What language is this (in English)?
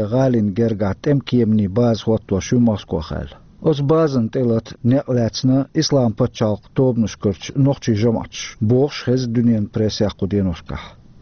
Chechen